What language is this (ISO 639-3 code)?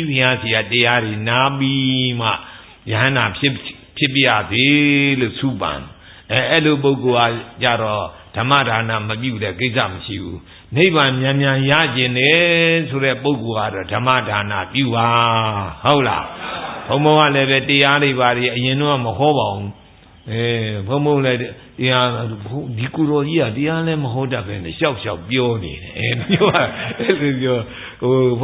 mya